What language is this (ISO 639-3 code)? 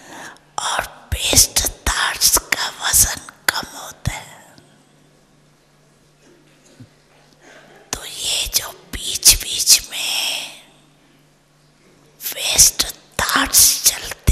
hin